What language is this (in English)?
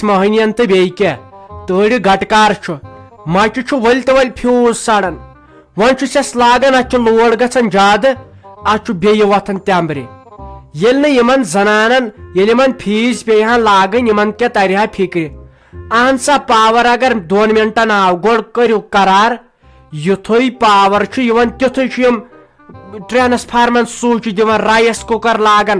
Kashmiri